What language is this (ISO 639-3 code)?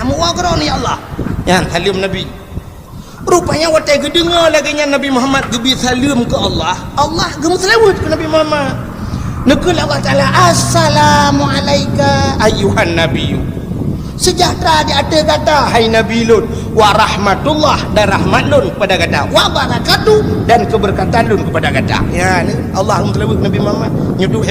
ace